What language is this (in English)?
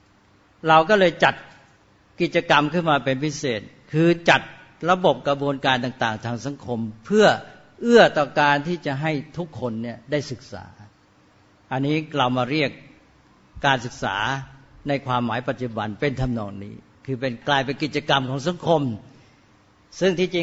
Thai